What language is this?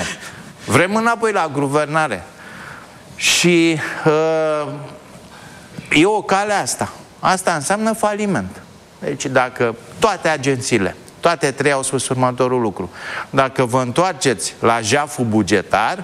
Romanian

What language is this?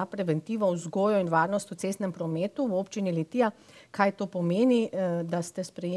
Slovenian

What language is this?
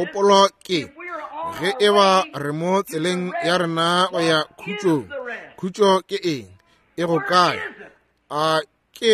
Northern Sotho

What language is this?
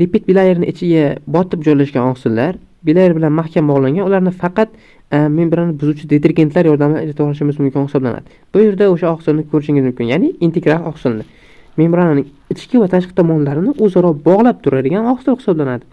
Uzbek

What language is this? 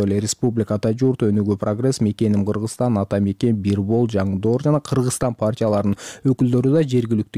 Kyrgyz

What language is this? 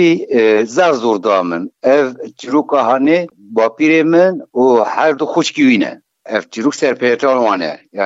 Kurdish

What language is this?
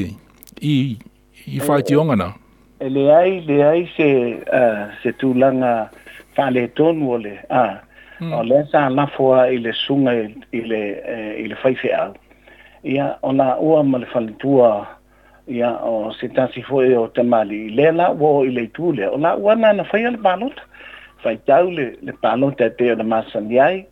Samoan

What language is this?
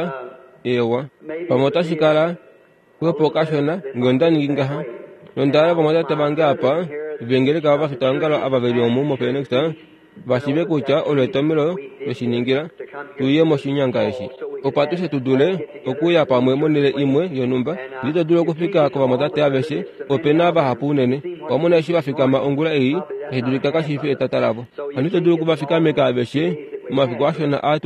Kuanyama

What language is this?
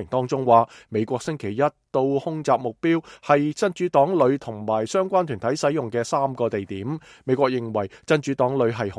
Cantonese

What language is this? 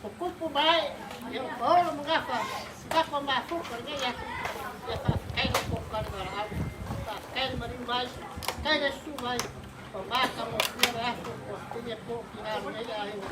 Samoan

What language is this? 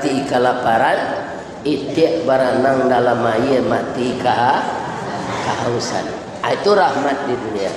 Minangkabau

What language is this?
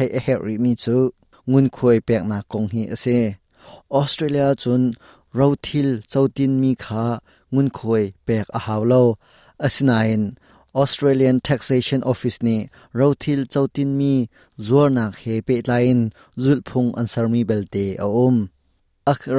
Hakha Chin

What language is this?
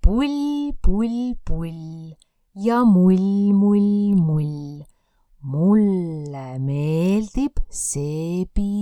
Estonian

